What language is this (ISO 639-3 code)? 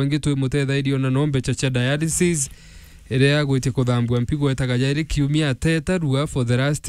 mer